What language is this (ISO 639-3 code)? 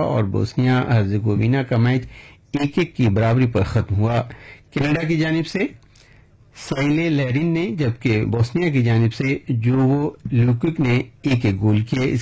urd